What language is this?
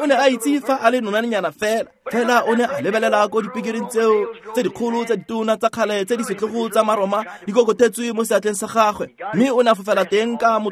Tswana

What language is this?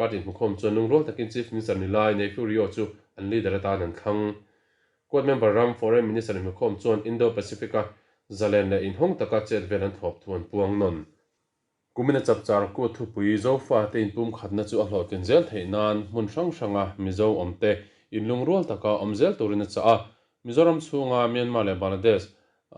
Mizo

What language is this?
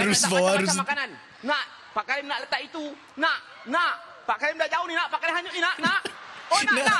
Malay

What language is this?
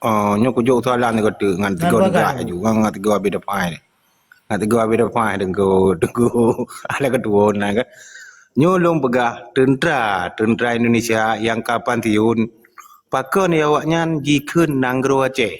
Achinese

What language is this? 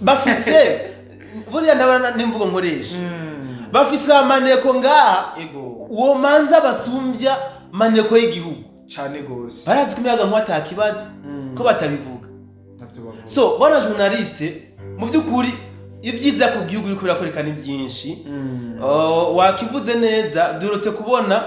Rundi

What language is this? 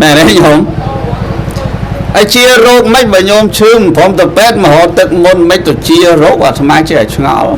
Khmer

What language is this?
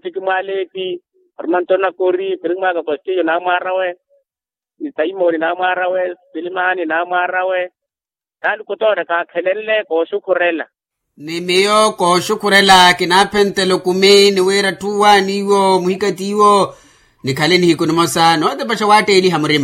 Makhuwa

